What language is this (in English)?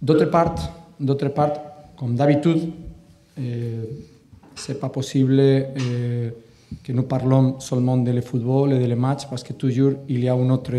French